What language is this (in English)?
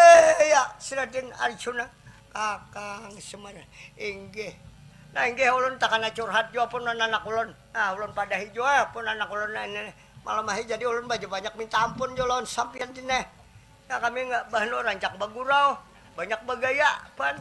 Banjar